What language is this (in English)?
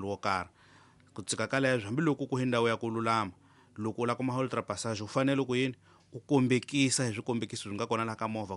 Tsonga